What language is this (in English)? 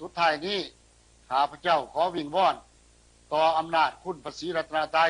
Lao